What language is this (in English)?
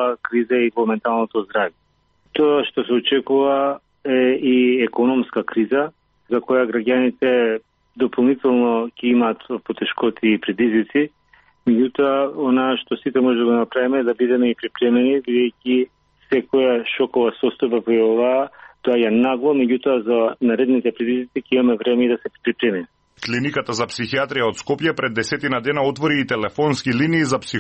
Macedonian